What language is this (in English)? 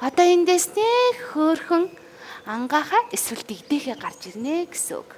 Mongolian